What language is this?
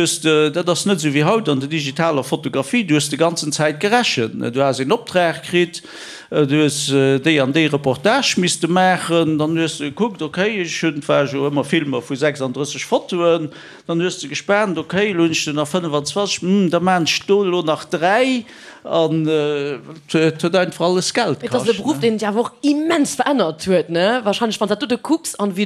Luxembourgish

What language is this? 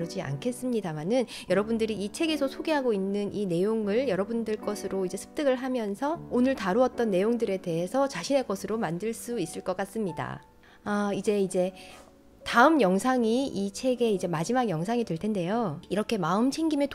Korean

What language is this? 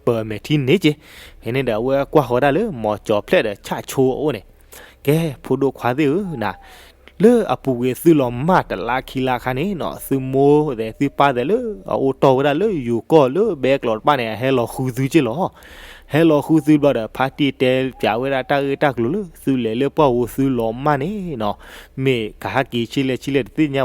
S'gaw Karen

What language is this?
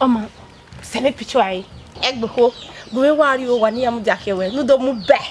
Bini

